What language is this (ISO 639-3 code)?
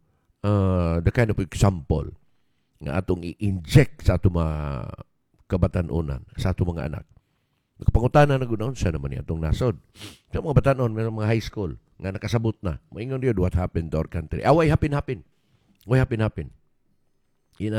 ceb